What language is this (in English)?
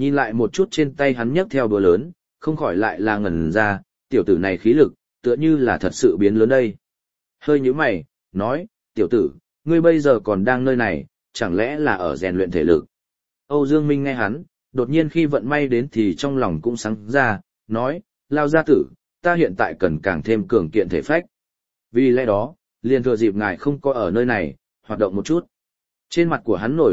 Vietnamese